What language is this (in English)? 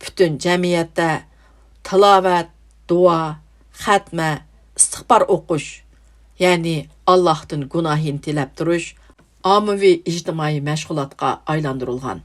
Uyghur